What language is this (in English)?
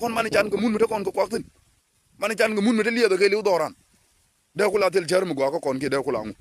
Nuer